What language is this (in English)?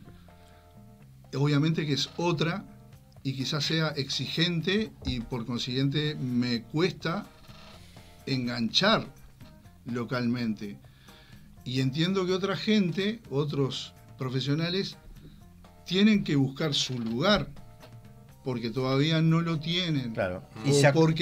Spanish